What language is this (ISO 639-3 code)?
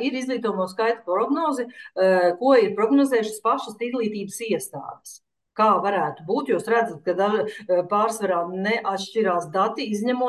lav